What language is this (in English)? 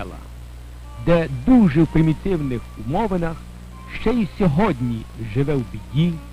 Ukrainian